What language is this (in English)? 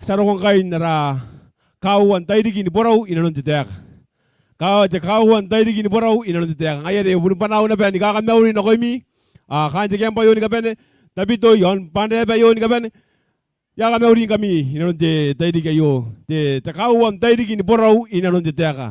Gilbertese